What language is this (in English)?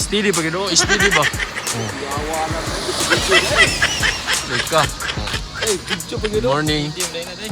Cebuano